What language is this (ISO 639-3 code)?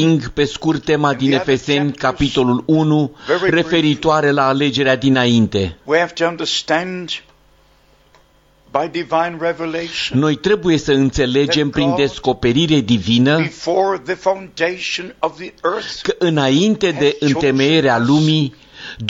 ron